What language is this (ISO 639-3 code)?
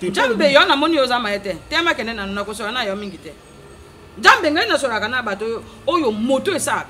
lin